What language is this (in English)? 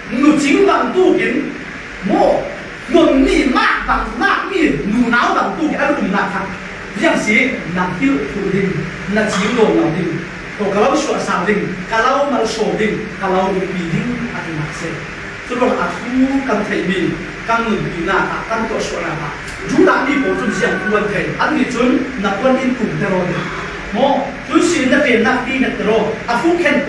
Falam Chin